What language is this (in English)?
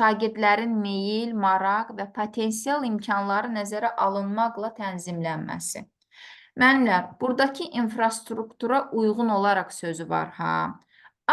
Azerbaijani